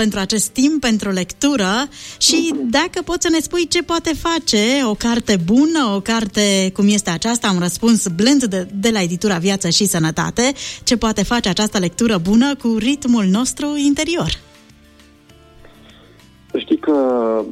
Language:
Romanian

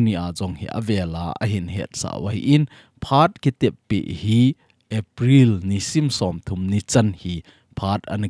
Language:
Thado Chin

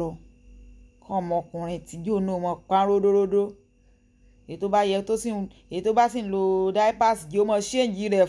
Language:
Yoruba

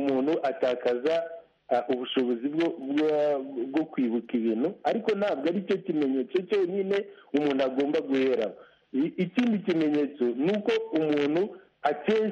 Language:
Kinyarwanda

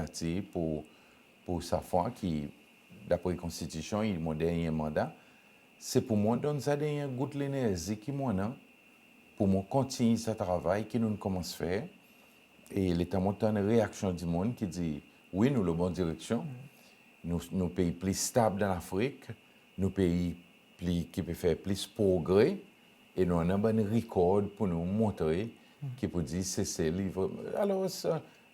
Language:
Seselwa Creole French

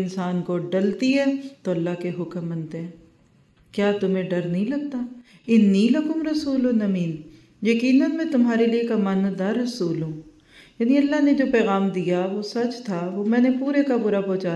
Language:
Urdu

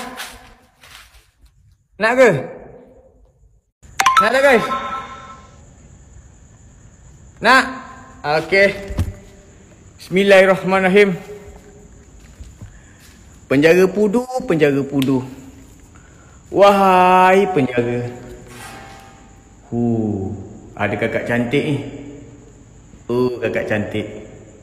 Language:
Malay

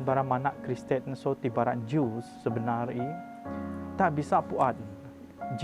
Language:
Biatah Bidayuh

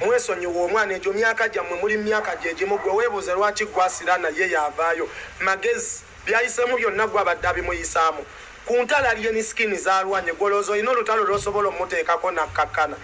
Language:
Ganda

